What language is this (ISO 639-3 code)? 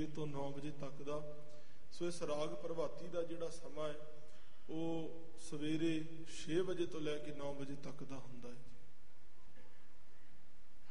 pan